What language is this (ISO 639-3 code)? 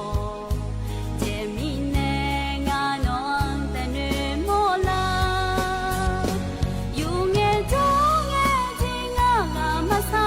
ahk